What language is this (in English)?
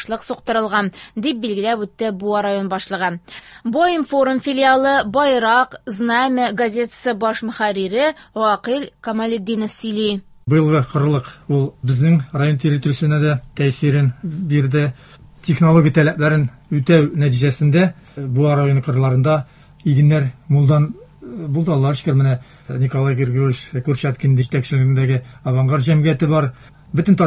Tatar